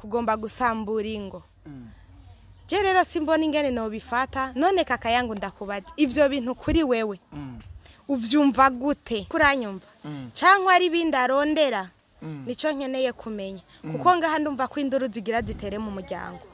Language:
Rundi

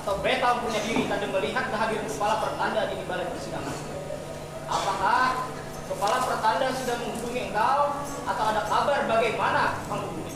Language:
Banjar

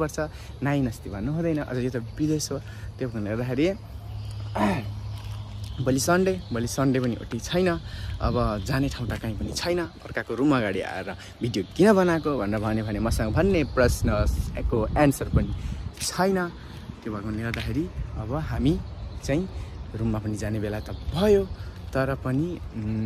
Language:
Nepali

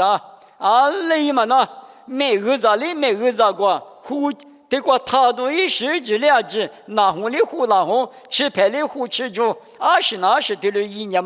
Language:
Lisu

